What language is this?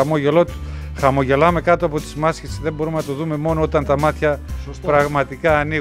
Greek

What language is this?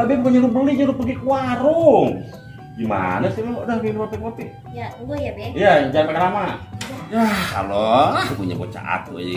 Betawi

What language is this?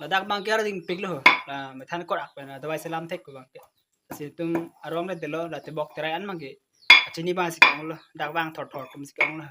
Karbi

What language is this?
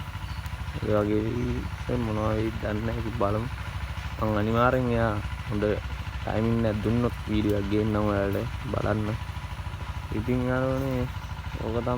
Sinhala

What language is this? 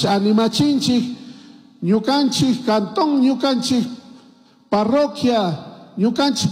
Chimborazo Highland Quichua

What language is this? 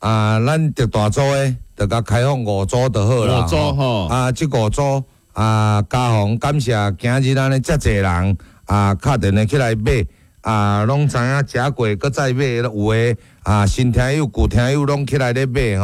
Min Nan Chinese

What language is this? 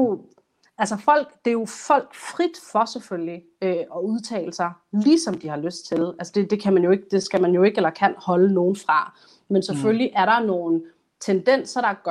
Danish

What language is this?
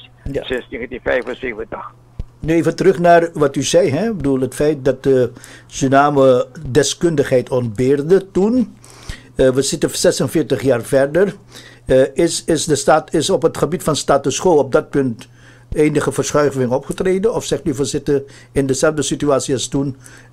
Dutch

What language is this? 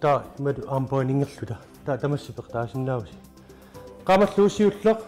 Kalaallisut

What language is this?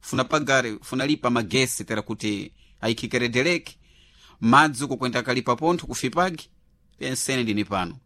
Sena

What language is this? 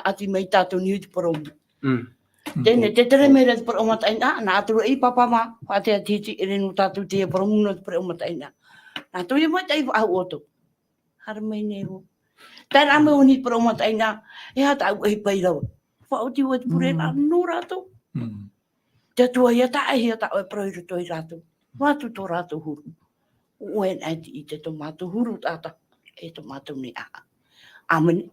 Tahitian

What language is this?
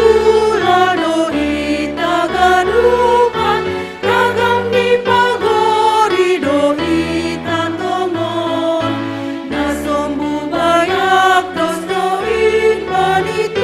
Batak Simalungun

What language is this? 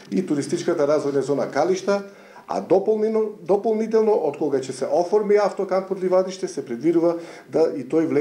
Macedonian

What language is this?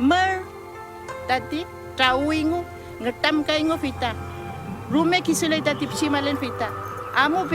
Mapuche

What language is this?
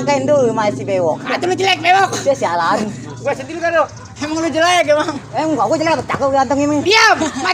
Betawi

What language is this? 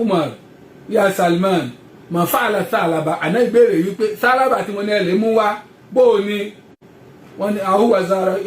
Yoruba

